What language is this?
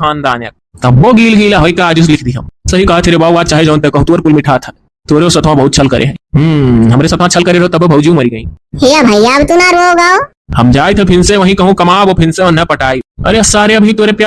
Awadhi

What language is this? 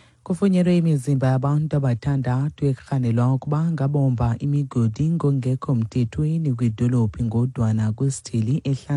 Xhosa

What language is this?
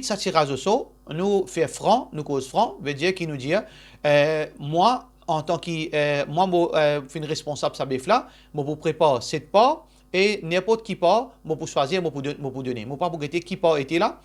Morisyen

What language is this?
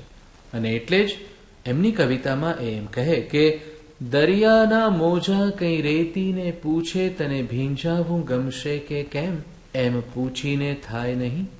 Gujarati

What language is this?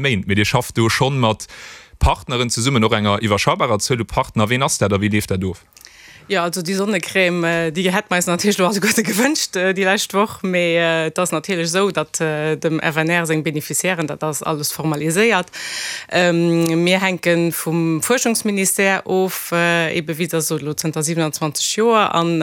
Luxembourgish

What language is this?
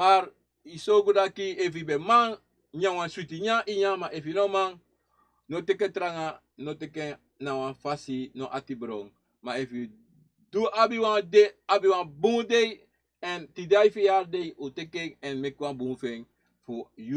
Sranan Tongo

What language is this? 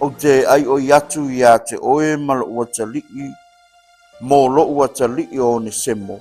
Samoan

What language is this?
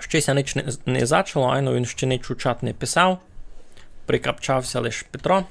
Rusyn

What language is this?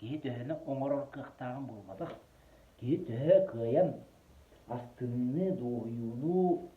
Yakut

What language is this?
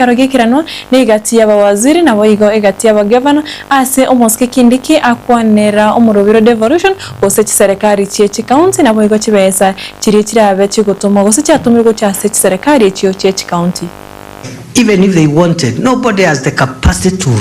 Gusii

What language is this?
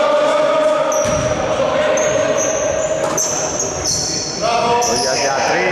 Greek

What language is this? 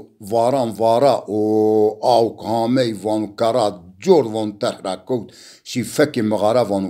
Zaza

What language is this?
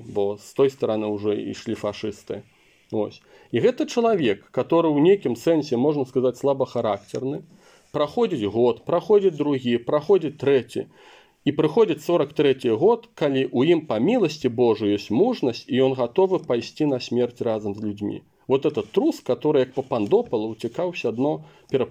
Belarusian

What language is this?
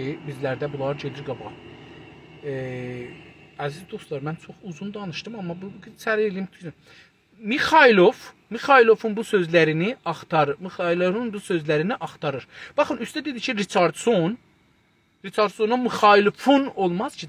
South Azerbaijani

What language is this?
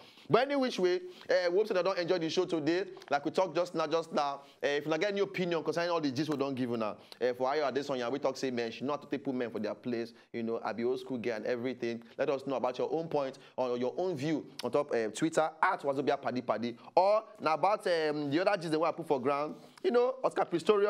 Nigerian Pidgin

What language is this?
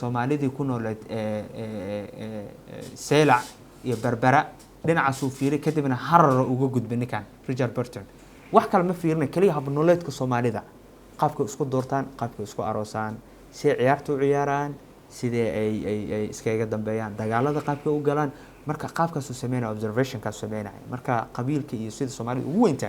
Somali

